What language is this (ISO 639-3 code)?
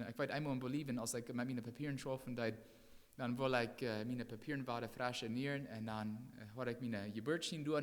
pdt